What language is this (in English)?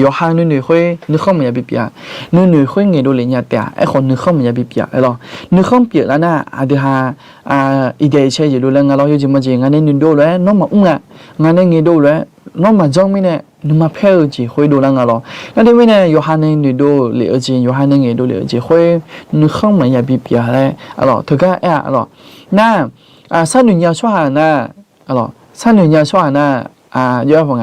Akha